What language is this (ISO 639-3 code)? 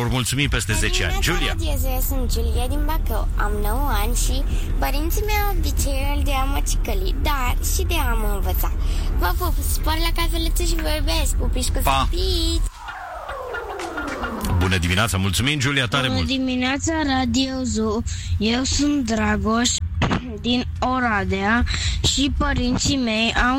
ron